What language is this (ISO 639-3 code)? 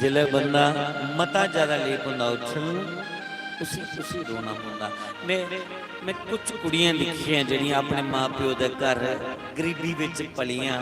doi